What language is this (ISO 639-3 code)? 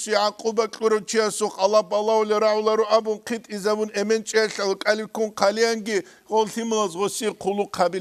ava